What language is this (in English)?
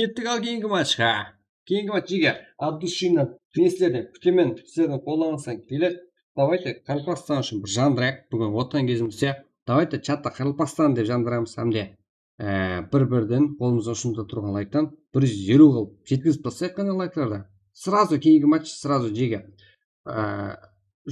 Kara-Kalpak